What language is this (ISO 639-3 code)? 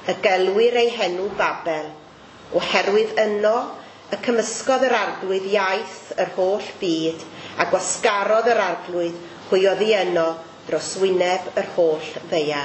cym